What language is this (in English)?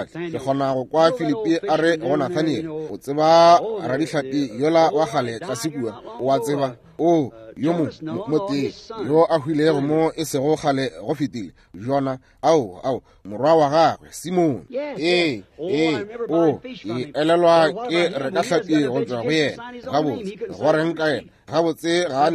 Northern Sotho